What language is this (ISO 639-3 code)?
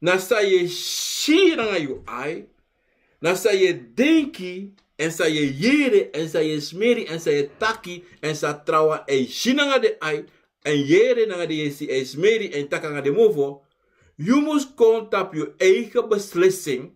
srn